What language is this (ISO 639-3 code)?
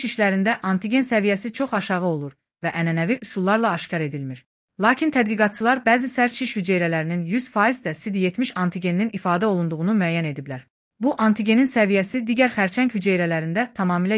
aze